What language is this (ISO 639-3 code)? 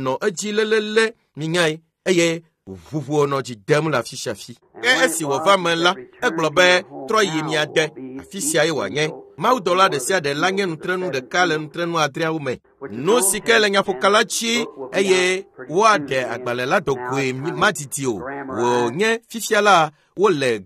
ewe